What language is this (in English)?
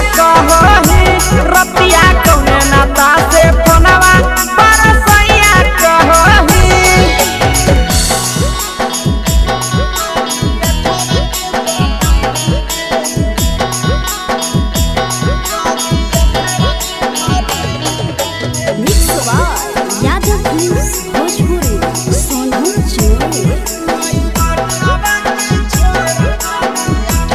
Bhojpuri